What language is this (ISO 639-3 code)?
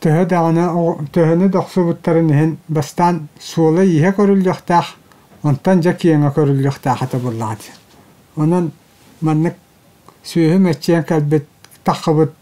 sah